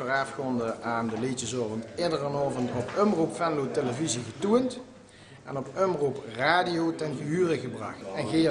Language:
Limburgish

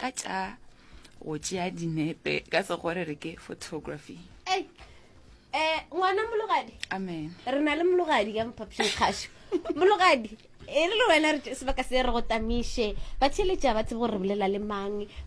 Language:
Northern Sotho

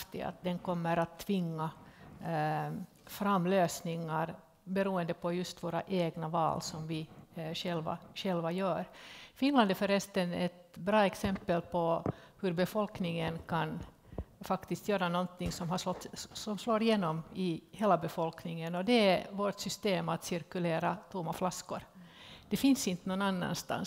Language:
Swedish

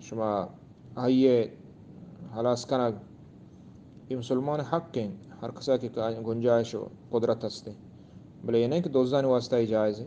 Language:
Eastern Balochi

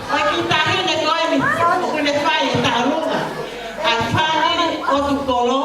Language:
Tongan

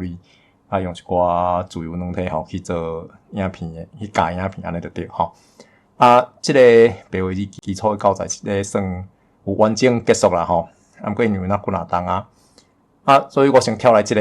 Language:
Min Nan Chinese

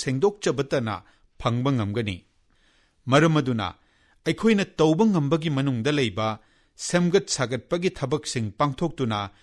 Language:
Manipuri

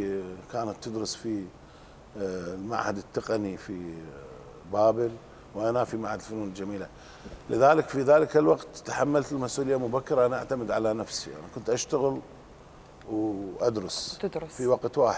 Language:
Mesopotamian Arabic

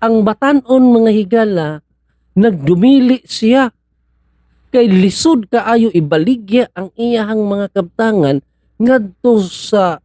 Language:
Cebuano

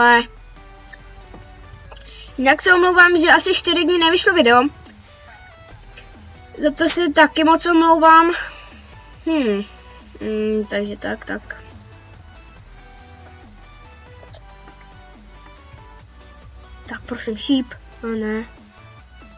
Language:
Czech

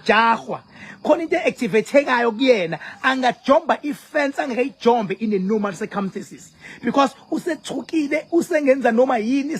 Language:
Zulu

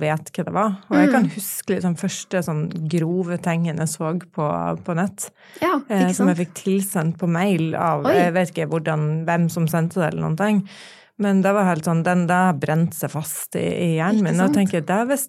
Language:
Norwegian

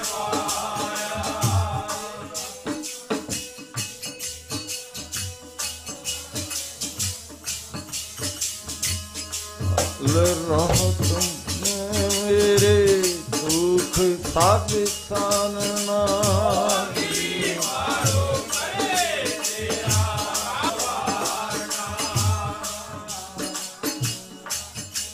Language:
Punjabi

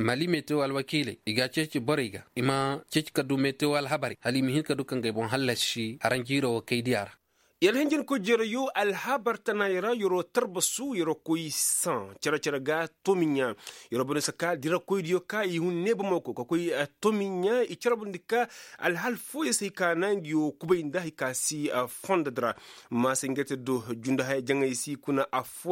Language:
Koyraboro Senni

